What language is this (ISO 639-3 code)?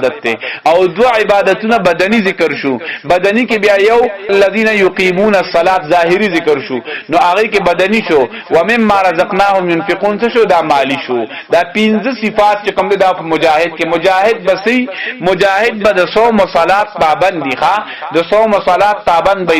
pus